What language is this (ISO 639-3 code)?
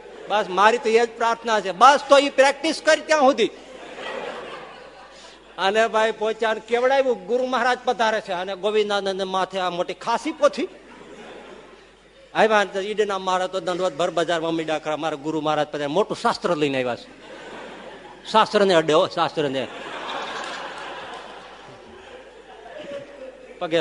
guj